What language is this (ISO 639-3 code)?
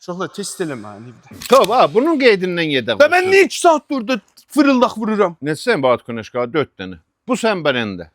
azb